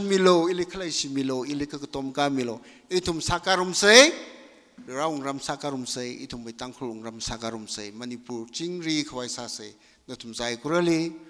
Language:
Tangkhul Naga (India)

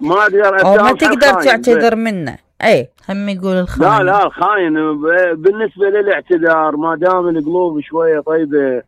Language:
Mesopotamian Arabic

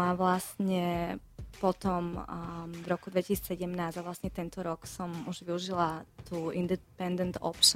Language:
Slovak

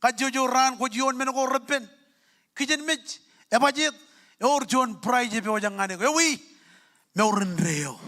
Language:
Marshallese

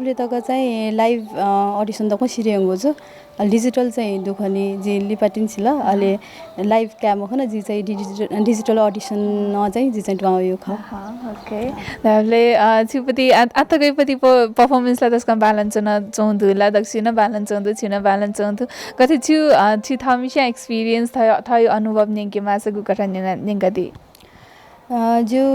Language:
Newari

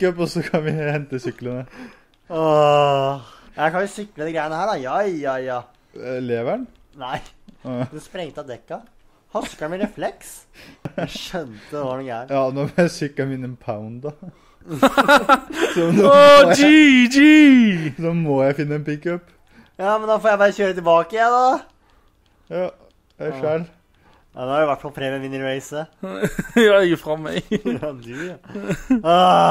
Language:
Norwegian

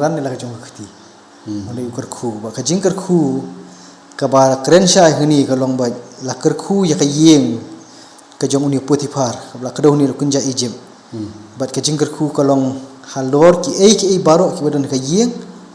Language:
Khasi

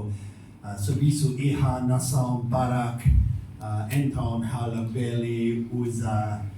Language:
Tetum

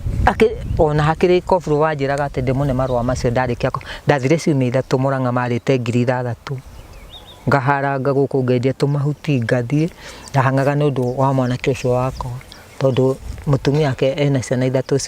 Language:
Kikuyu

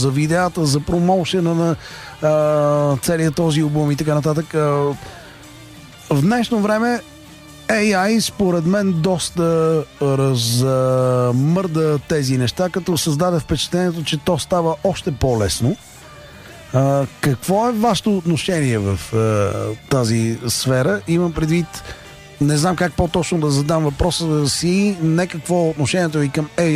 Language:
Bulgarian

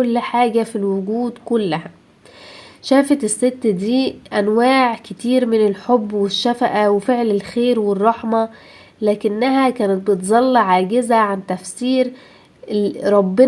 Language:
Egyptian Arabic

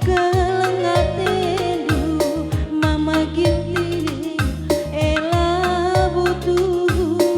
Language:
Batak Karo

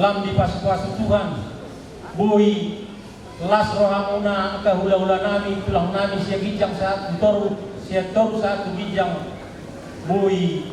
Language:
Batak Toba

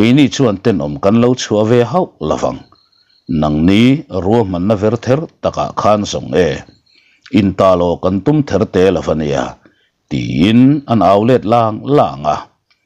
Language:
Mizo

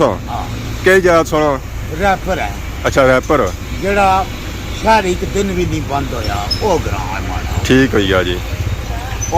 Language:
Pahari-Potwari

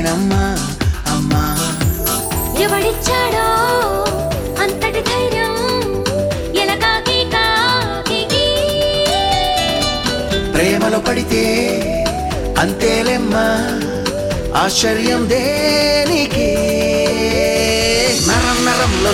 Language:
Telugu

